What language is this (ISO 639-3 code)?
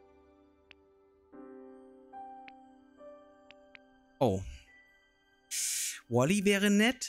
deu